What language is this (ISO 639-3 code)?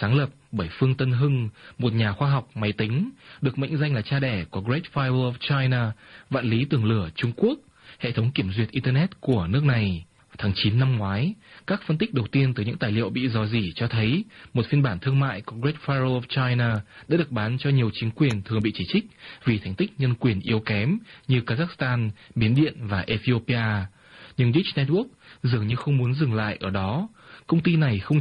vie